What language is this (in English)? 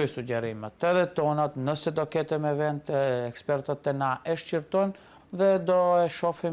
Albanian